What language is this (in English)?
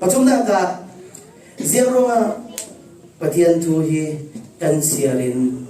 Falam Chin